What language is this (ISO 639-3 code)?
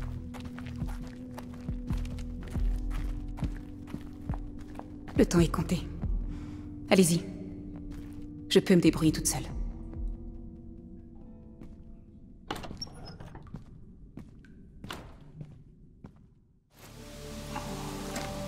fra